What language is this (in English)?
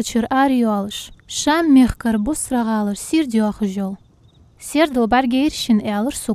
Ingush